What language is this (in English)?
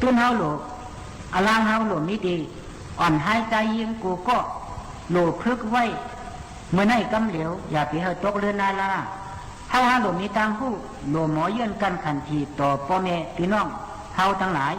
Shan